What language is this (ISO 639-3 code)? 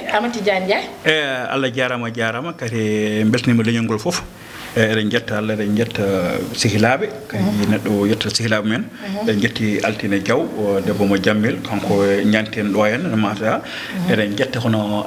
ful